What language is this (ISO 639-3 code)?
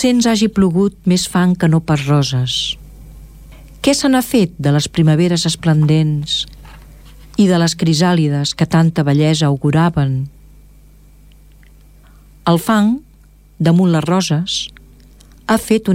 cat